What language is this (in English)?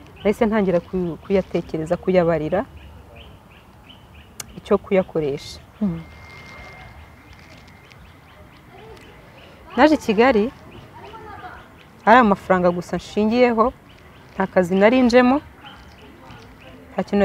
Kinyarwanda